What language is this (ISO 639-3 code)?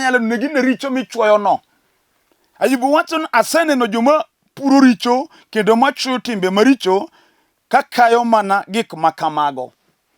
luo